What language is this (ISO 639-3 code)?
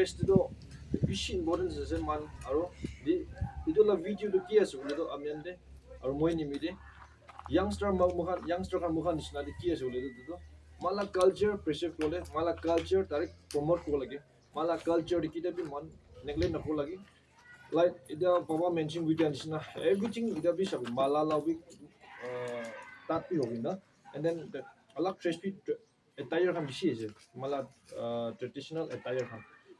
nag